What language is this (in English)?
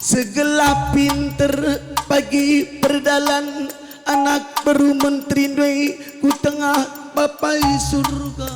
Batak Karo